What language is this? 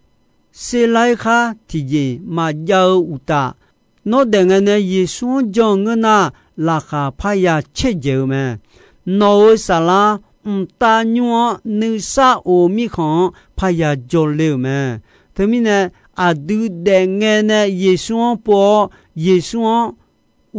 Akha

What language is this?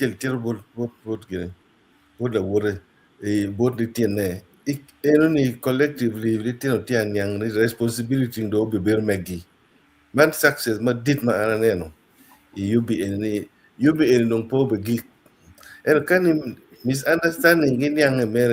Acoli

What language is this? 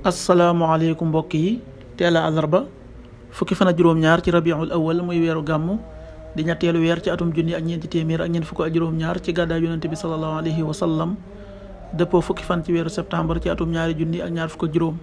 Wolof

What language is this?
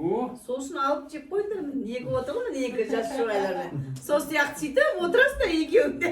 Kazakh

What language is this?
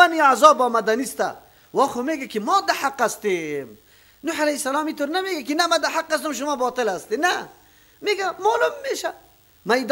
Persian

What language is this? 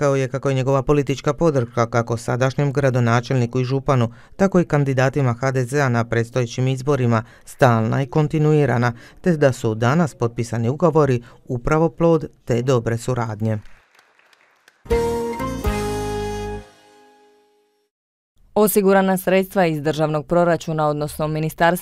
Croatian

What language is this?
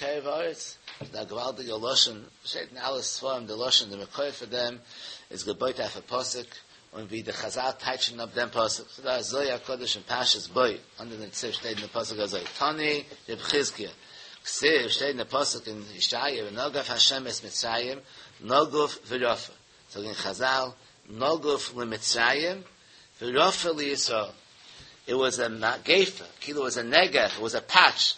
Yiddish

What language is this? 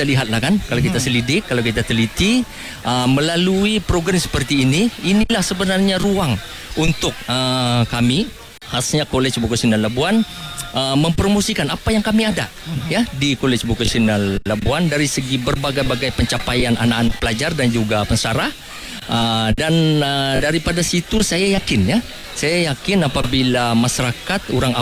Malay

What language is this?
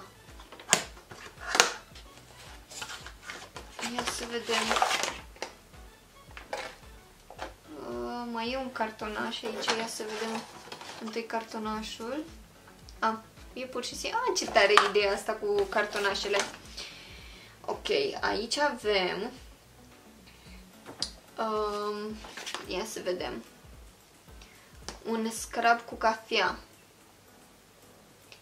Romanian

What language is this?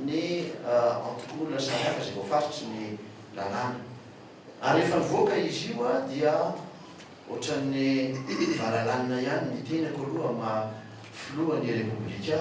Malagasy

